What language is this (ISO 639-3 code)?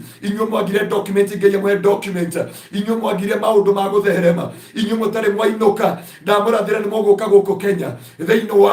kik